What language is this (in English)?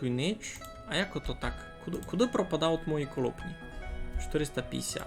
Rusyn